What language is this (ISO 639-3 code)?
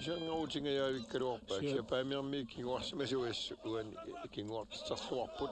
kal